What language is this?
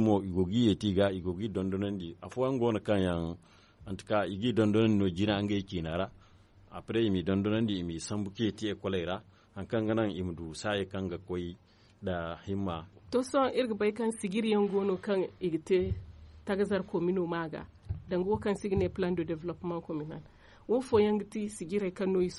Zarma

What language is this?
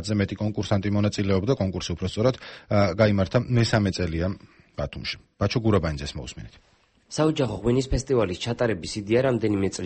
Georgian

